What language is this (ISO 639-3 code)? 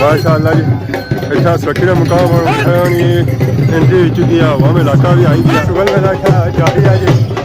phr